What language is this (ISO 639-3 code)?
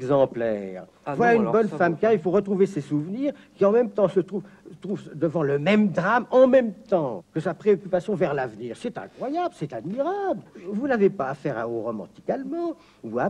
fra